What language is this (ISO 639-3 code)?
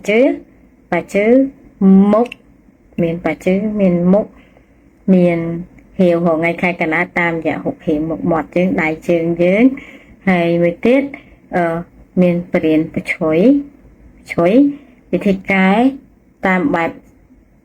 khm